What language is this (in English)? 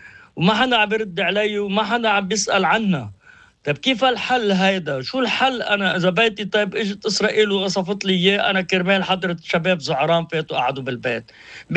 North Levantine Arabic